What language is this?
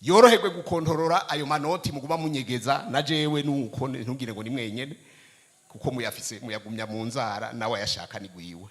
Rundi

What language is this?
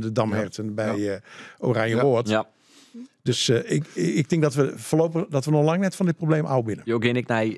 Western Frisian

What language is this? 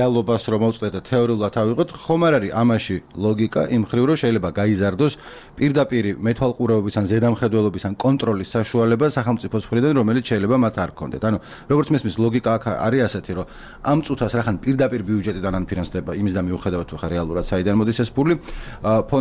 Georgian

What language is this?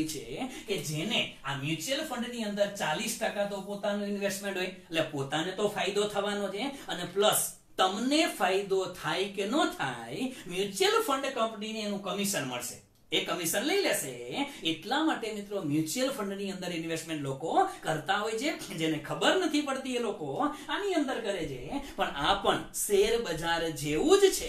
Gujarati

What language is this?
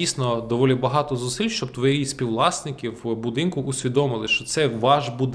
Ukrainian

